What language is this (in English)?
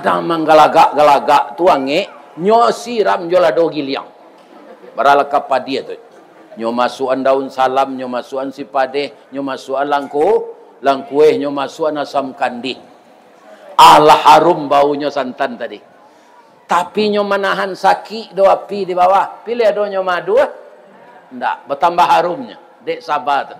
Minangkabau